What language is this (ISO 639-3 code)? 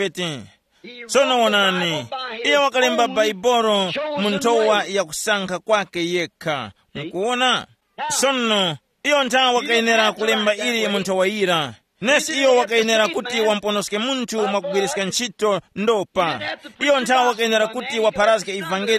tum